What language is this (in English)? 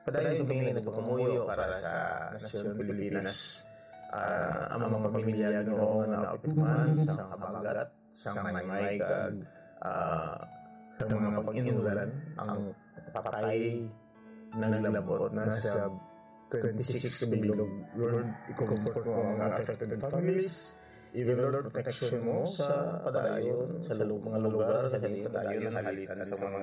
Hiligaynon